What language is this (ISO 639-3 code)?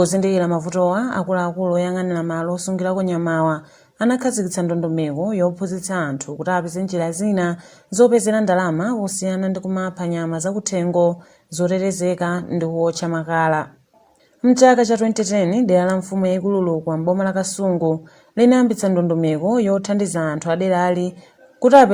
nya